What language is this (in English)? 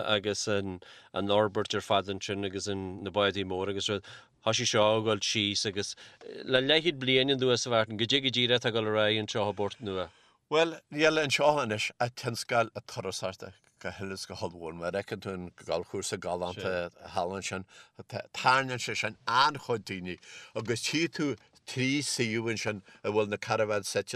Irish